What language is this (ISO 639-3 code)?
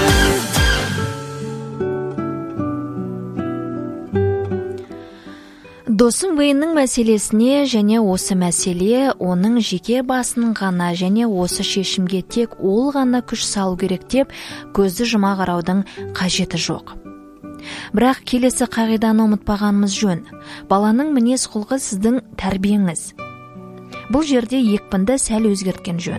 kaz